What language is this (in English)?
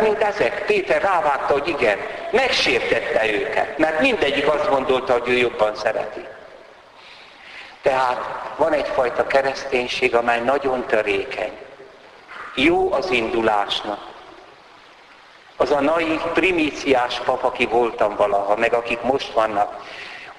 Hungarian